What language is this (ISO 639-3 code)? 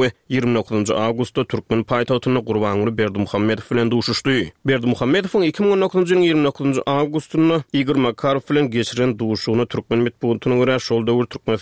tuk